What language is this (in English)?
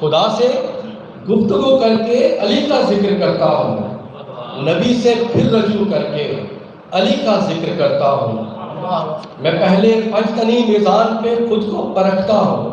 Saraiki